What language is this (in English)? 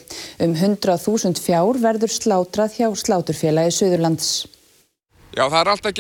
Icelandic